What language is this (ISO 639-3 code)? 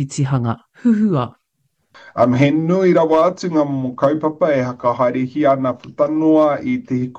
mri